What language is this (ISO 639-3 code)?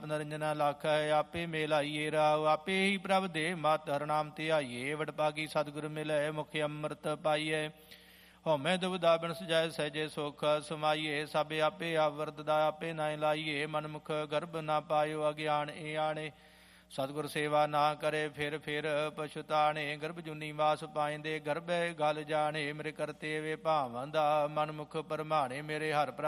pan